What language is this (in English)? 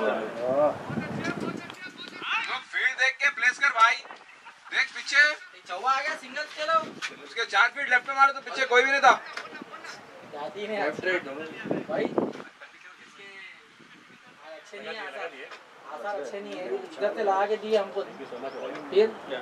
Hindi